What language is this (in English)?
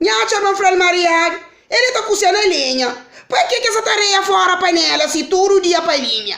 Kabuverdianu